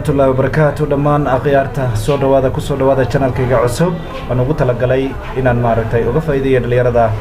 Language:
Somali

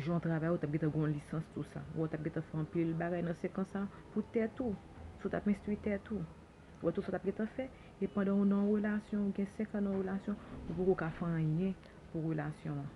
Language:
Haitian Creole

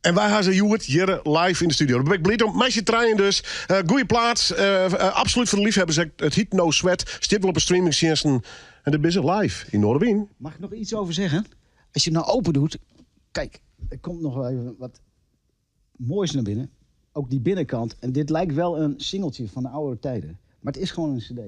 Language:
Western Frisian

